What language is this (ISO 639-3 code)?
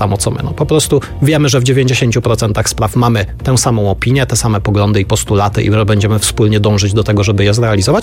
pol